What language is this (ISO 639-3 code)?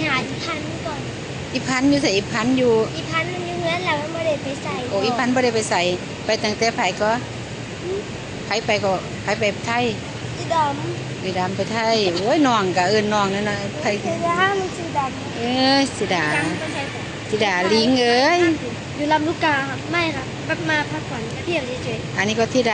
tts